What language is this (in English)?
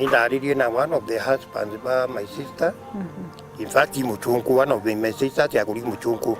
Meru